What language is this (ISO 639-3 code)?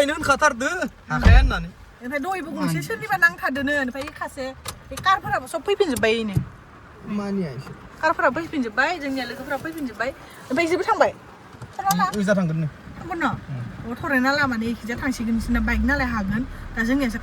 brx